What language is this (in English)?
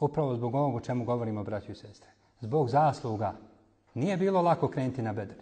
Bosnian